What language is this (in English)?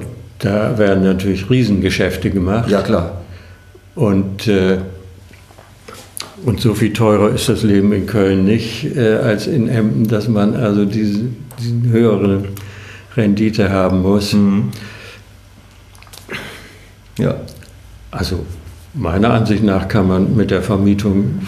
German